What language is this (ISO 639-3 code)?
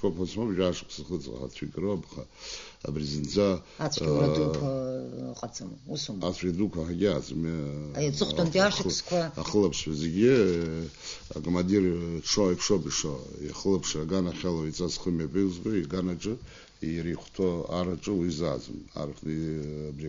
abk